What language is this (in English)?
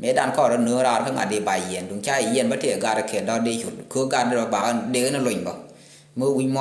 Nuer